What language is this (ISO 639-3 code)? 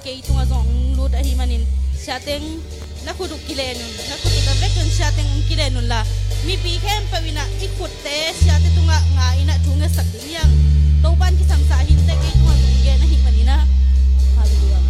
ctd